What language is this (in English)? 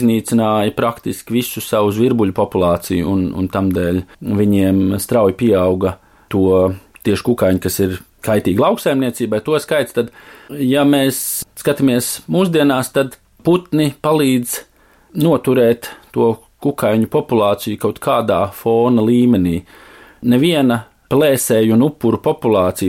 Latvian